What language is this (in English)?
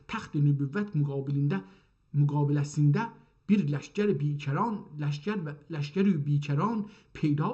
South Azerbaijani